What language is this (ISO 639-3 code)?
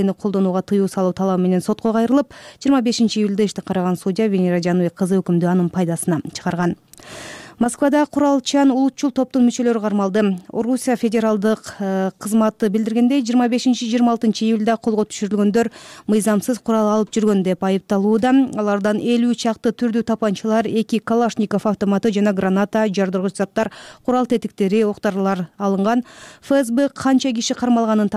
kir